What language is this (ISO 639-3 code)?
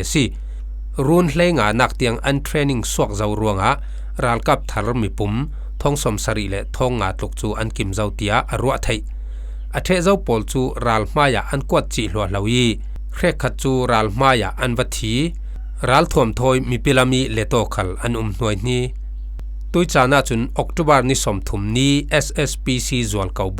cfm